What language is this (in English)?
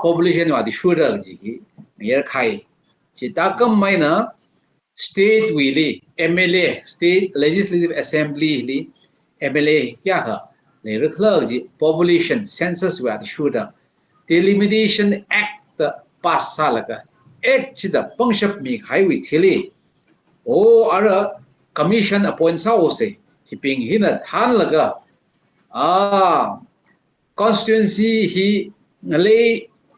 Tangkhul Naga (India)